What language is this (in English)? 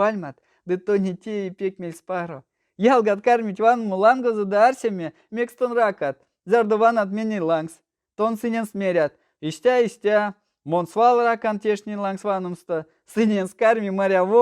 Erzya